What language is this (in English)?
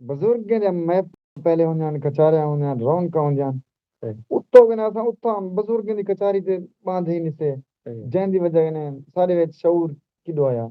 Saraiki